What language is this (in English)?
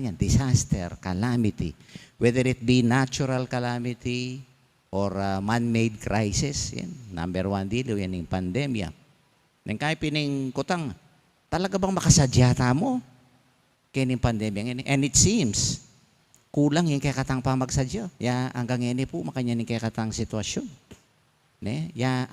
Pampanga